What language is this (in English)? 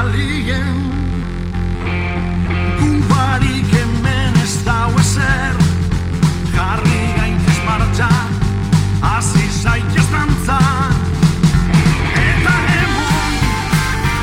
Basque